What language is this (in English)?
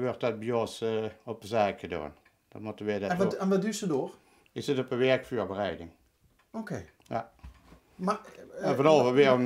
Limburgish